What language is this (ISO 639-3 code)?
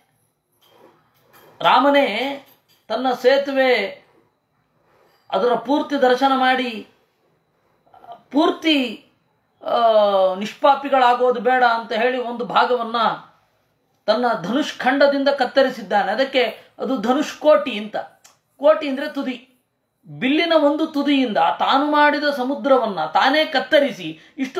kan